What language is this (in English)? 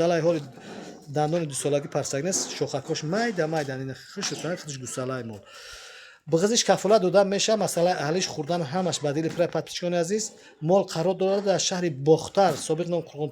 Tajik